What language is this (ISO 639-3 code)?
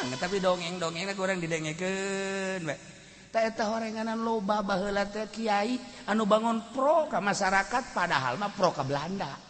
sun